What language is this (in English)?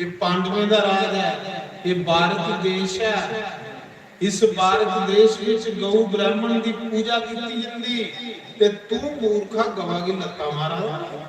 Dogri